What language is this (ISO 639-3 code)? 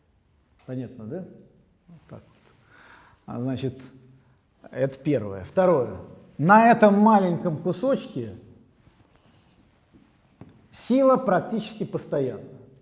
rus